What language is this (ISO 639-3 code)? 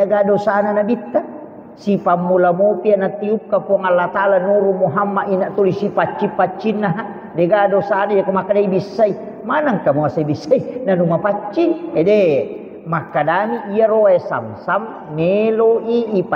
bug